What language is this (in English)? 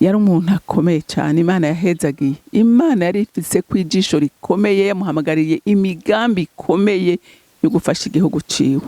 Rundi